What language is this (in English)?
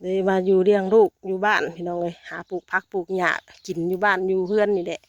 Lao